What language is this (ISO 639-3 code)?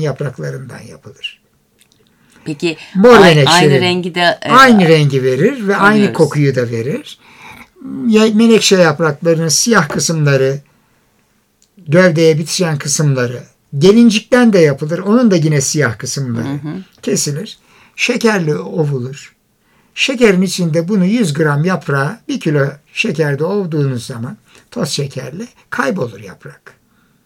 tur